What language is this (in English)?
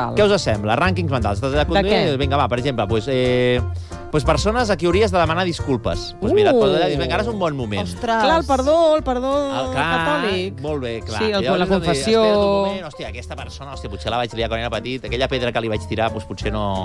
Catalan